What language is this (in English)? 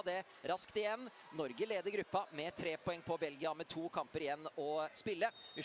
Norwegian